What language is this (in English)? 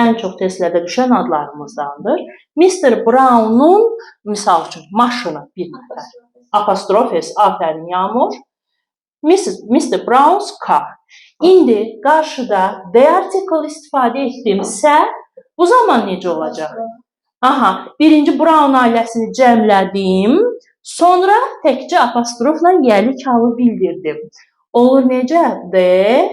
Azerbaijani